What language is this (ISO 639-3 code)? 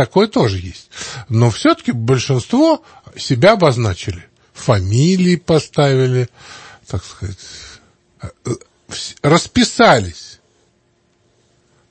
rus